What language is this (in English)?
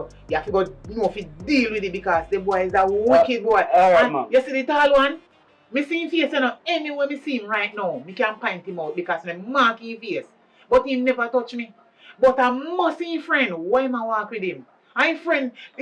Jamaican Creole English